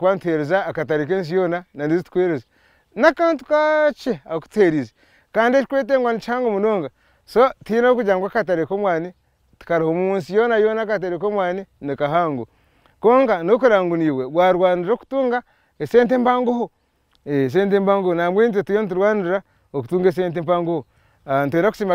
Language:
Nyankole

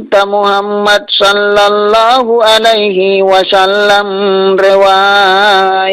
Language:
Makasar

